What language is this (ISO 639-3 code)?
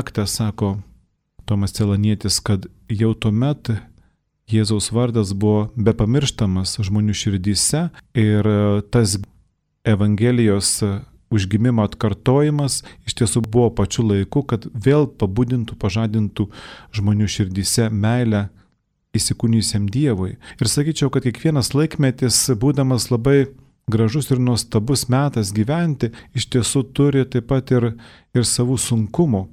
lit